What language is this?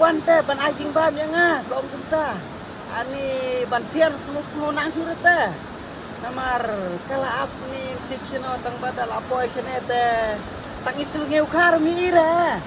Khasi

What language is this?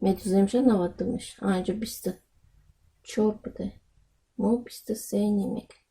Tajik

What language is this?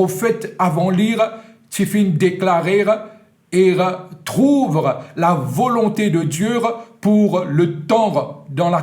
Morisyen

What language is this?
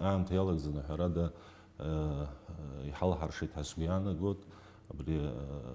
Abkhazian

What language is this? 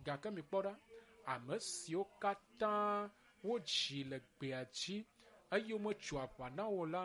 Ewe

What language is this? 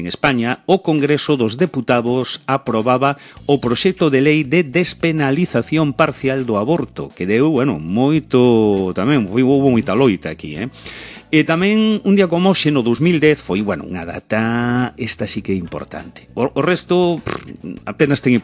Galician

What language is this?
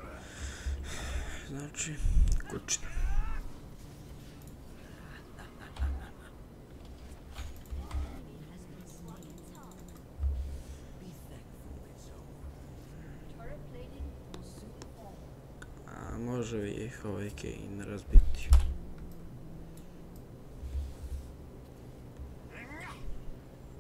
Croatian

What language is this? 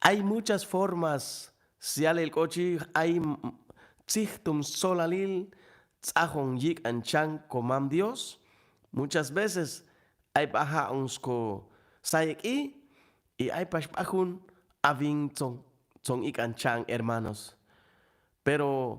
Chuj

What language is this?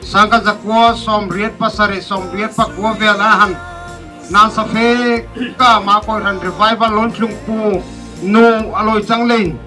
Darlong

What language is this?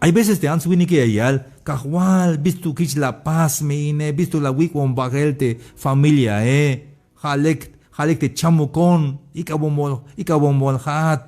Tzeltal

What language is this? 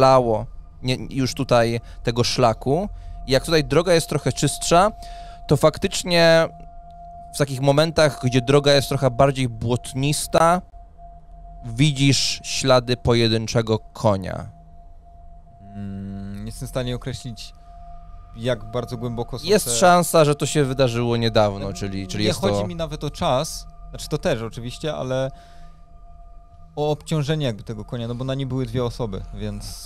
Polish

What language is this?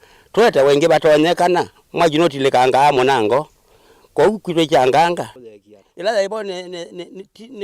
Kamba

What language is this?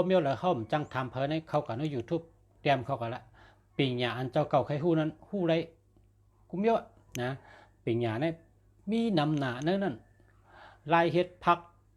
Shan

